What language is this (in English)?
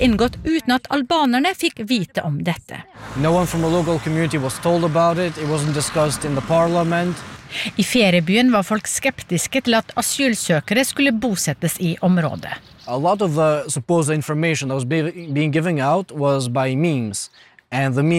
Norwegian